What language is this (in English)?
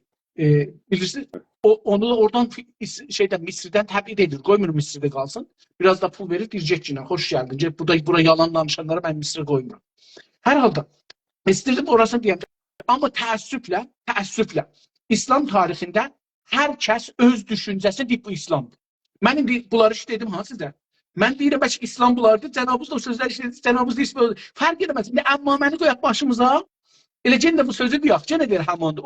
South Azerbaijani